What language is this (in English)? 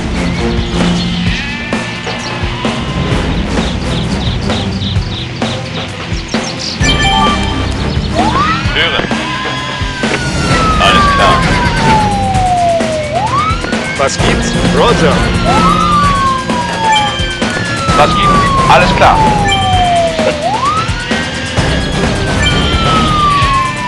German